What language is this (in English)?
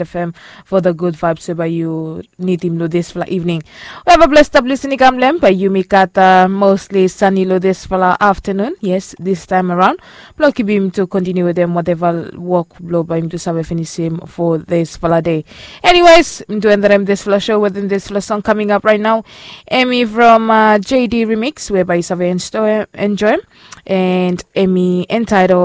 Bislama